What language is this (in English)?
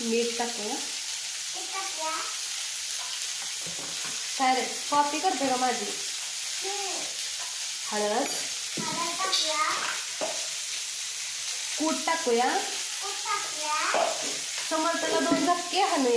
Marathi